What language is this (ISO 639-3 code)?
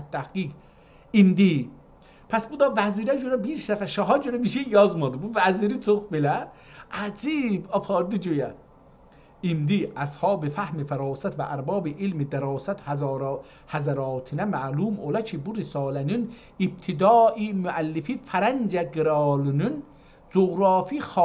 azb